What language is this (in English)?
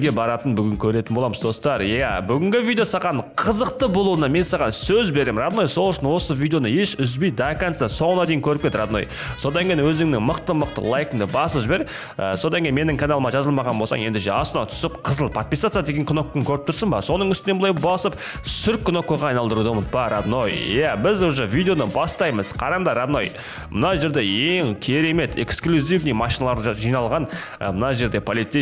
Kazakh